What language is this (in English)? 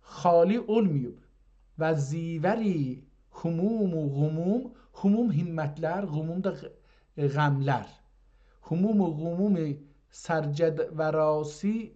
South Azerbaijani